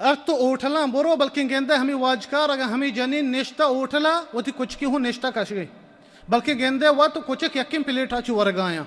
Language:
Baluchi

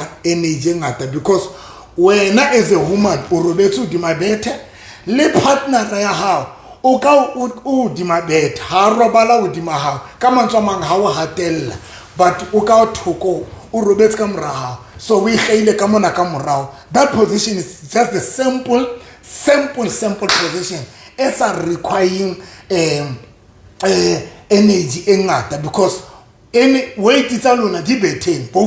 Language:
Southern Sotho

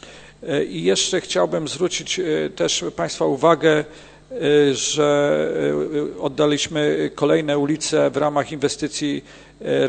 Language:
Polish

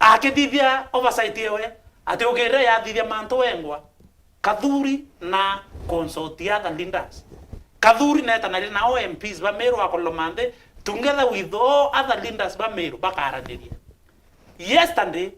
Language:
Meru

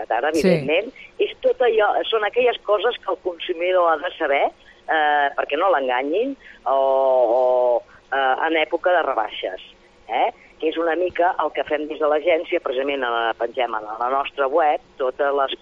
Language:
Catalan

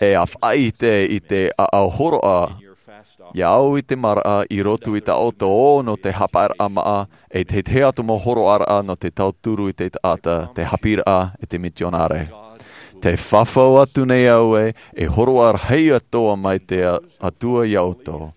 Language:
Tahitian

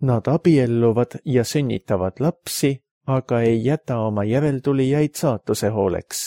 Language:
Estonian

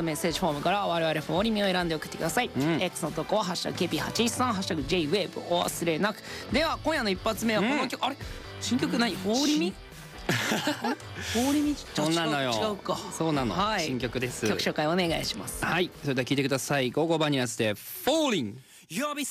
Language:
Japanese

